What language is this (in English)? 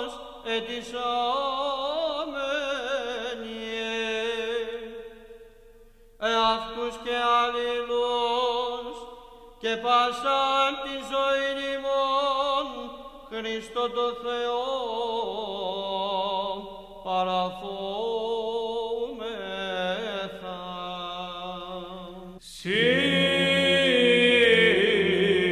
Greek